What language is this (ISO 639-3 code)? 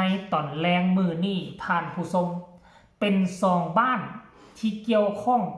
lao